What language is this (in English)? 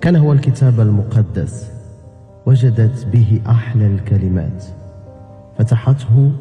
Moroccan Arabic